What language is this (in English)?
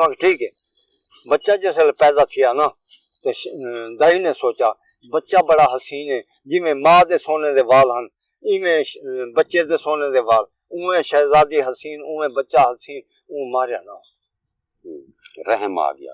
Saraiki